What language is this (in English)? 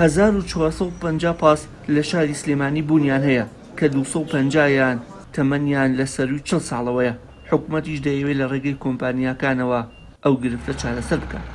Central Kurdish